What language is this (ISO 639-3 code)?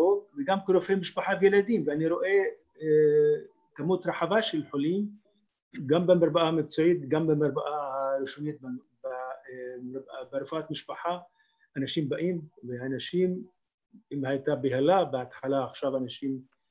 heb